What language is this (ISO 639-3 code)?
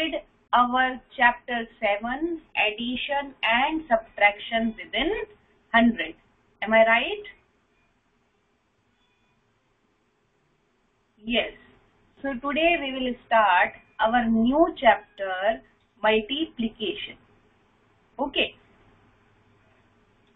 hin